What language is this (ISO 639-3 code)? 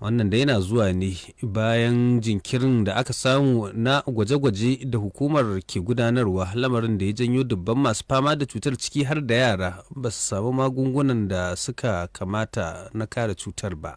hau